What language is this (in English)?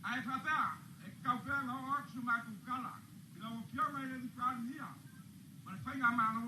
Samoan